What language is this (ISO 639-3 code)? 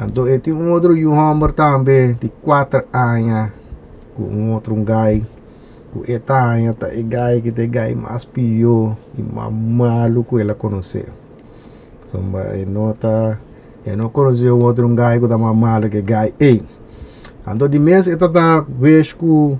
pap